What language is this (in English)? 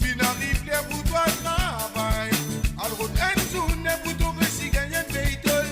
Morisyen